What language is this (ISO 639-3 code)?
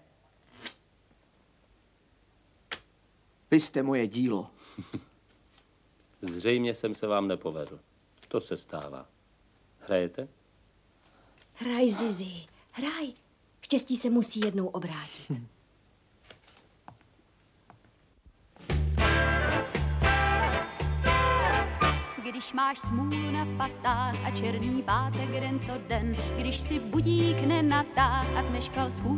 ces